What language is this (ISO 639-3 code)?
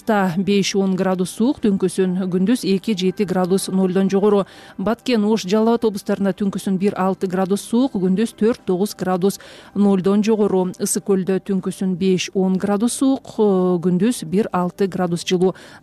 kir